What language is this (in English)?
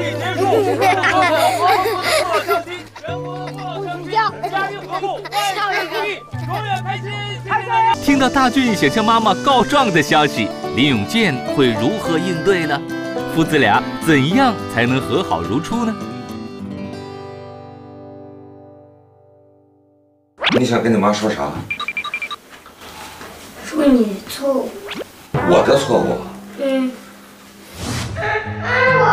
Chinese